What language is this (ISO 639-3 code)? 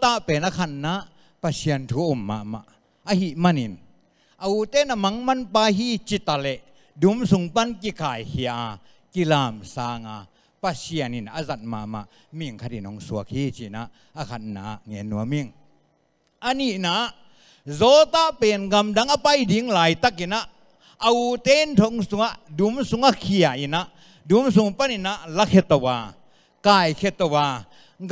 ctd